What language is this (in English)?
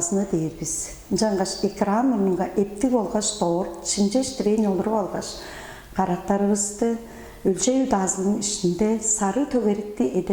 Tuvinian